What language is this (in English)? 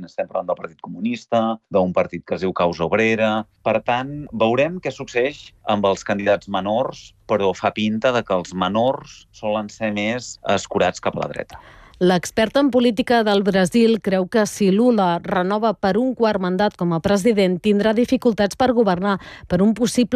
Catalan